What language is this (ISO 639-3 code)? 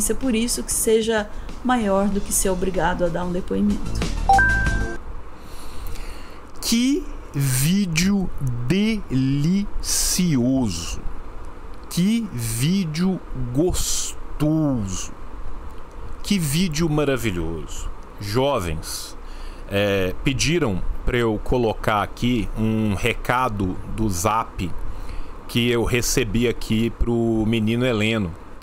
por